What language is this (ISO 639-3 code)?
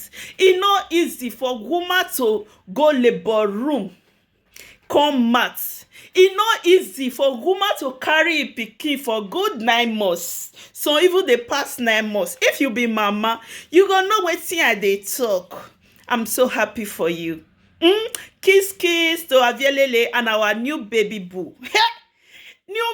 pcm